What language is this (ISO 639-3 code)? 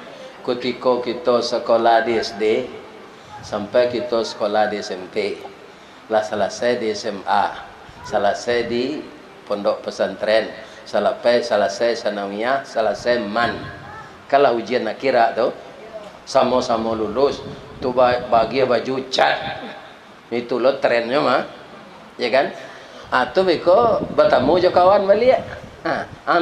min